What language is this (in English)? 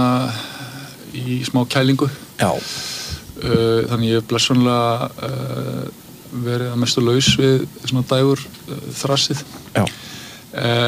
Icelandic